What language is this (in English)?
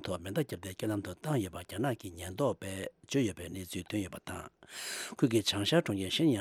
Tibetan